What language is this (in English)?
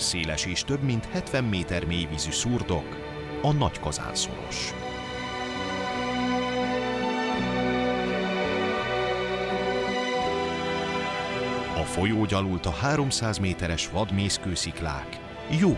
Hungarian